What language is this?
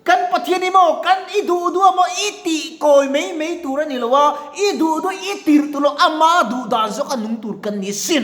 Mizo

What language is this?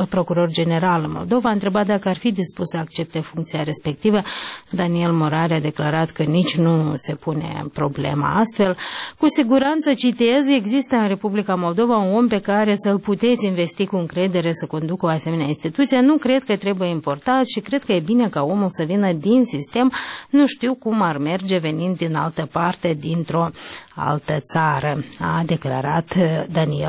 Romanian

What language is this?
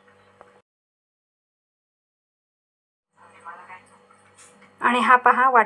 Marathi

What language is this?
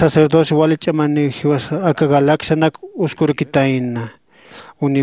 Aymara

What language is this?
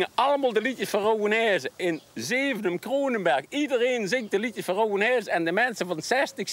Limburgish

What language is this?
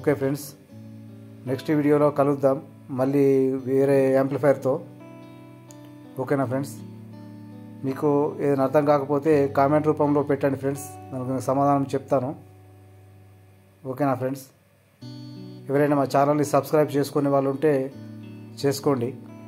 Telugu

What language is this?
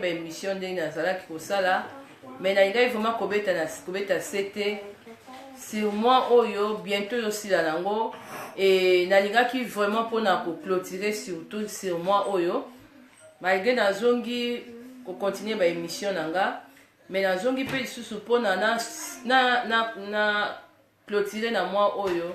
Lingala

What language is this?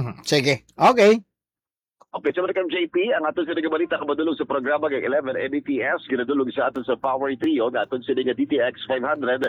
Hiligaynon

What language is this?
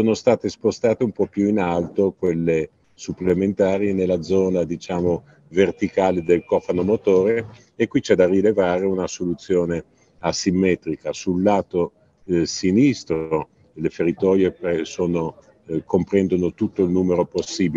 Italian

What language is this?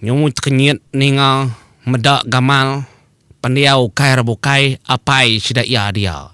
Iban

